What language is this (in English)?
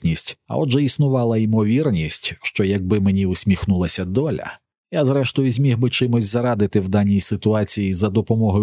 Ukrainian